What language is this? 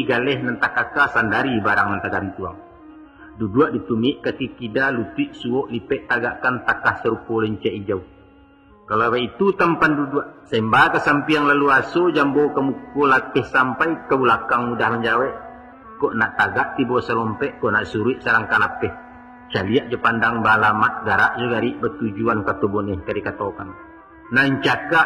Minangkabau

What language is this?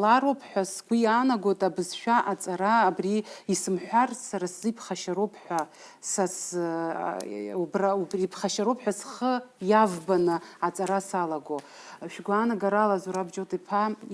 Abkhazian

